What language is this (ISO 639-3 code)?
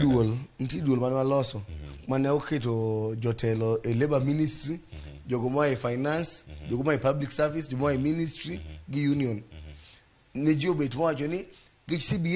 luo